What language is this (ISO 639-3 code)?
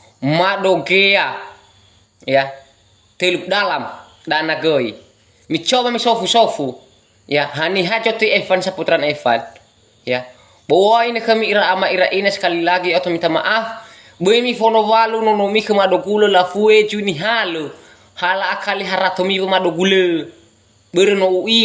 nia